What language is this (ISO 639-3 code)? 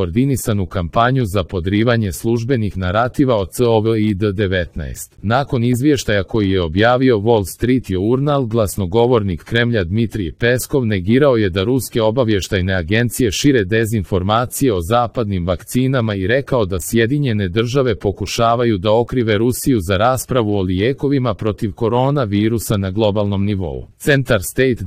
hrv